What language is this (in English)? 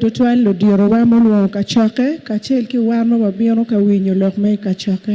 Acoli